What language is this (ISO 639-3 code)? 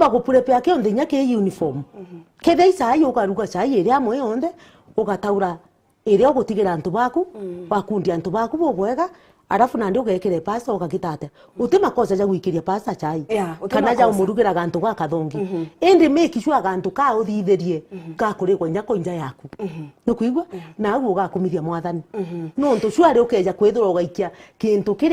mer